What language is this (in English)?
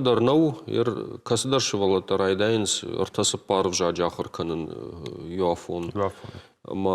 Ossetic